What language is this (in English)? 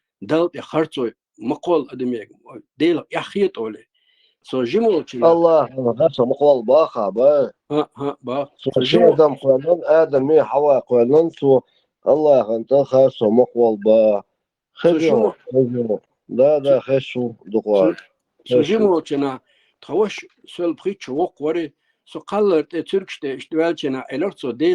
Chechen